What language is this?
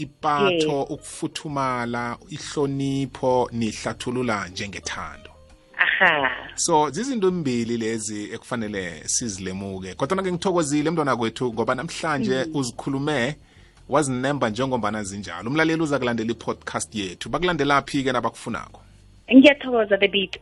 South Ndebele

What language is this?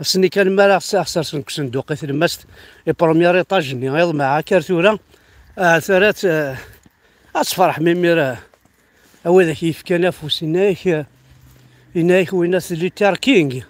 Kabyle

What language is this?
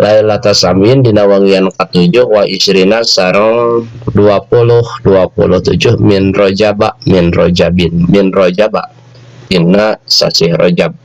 Sundanese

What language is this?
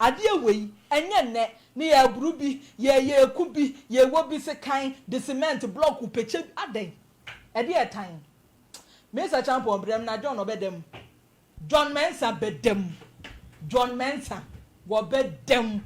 Akan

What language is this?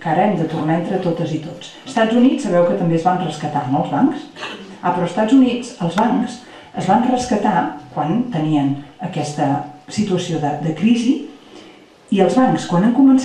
Catalan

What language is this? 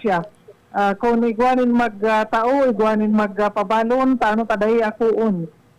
Bikol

